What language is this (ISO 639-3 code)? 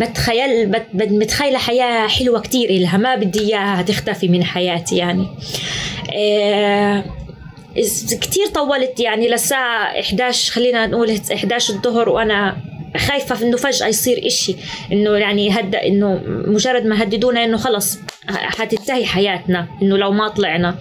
apc